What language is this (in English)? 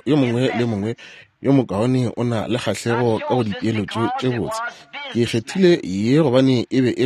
Northern Sotho